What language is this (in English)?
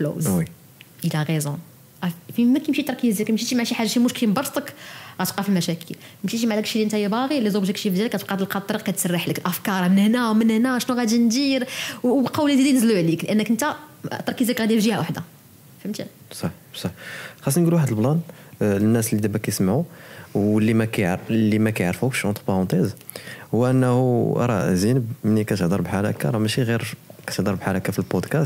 Moroccan Arabic